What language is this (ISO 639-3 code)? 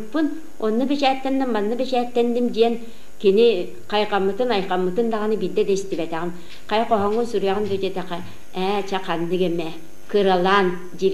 sah